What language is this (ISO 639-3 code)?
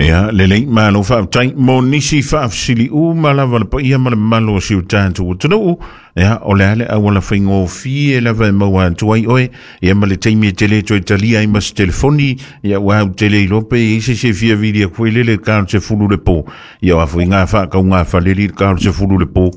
smo